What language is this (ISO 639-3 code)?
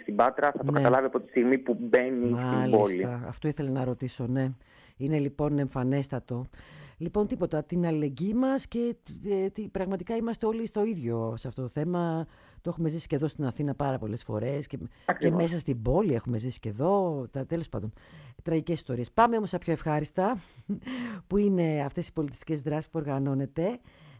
ell